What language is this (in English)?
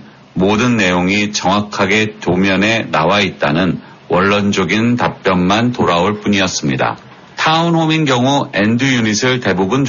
Korean